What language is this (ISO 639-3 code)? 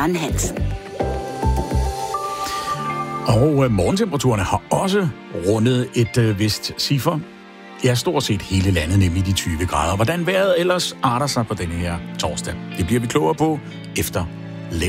dan